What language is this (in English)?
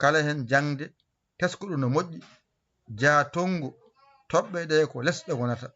Fula